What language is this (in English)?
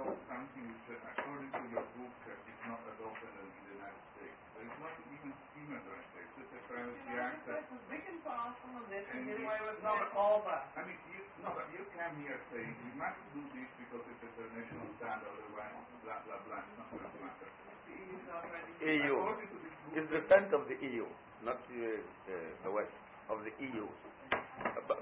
English